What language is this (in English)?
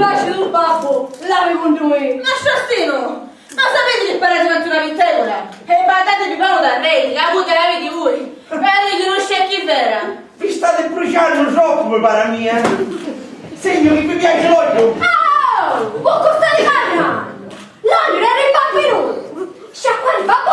Sicilian